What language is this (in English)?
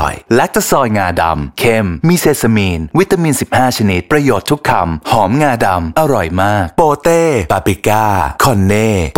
Thai